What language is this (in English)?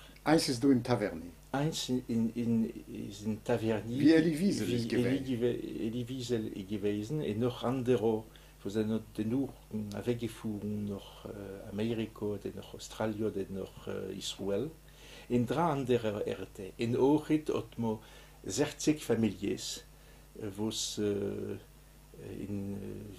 Yiddish